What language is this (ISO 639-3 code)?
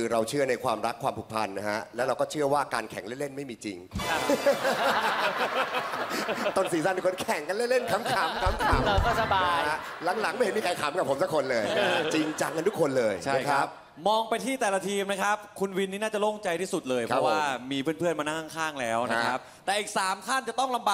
tha